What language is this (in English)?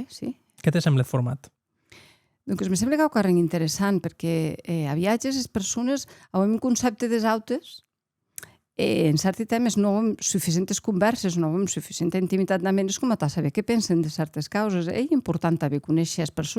Occitan